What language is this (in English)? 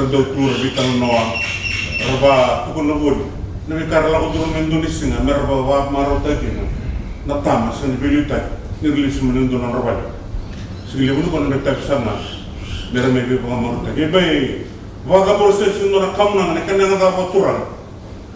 Fijian